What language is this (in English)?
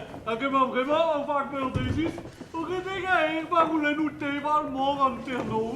Breton